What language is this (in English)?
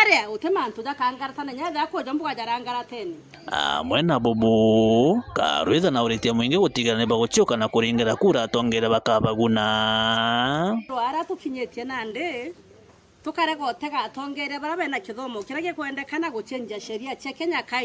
Meru